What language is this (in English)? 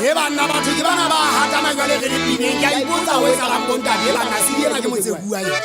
Southern Sotho